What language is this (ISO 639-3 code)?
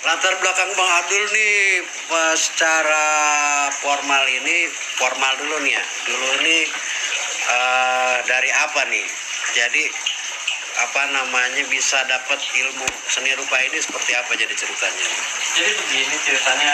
bew